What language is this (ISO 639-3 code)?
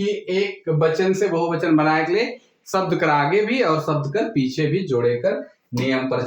sck